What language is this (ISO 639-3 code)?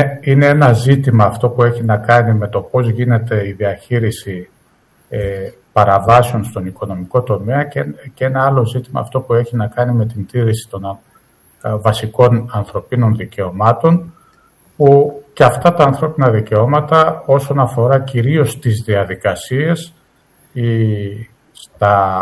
ell